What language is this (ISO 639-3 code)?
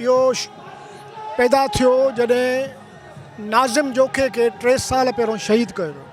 snd